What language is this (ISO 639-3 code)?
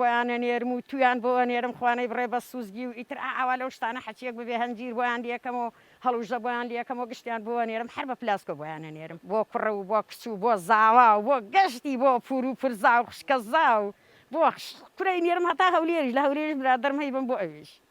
ckb